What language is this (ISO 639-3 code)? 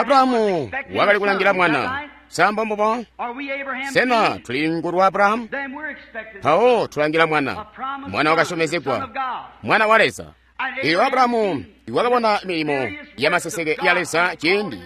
toi